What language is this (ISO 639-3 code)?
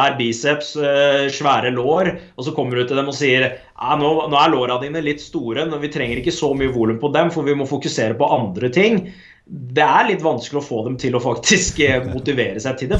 nor